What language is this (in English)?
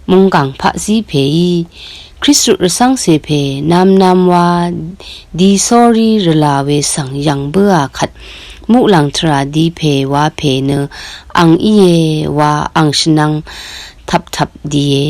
Rawang